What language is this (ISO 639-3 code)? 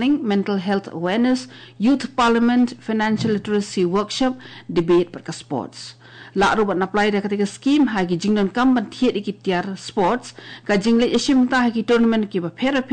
kha